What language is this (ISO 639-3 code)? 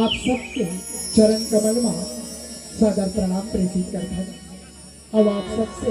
hne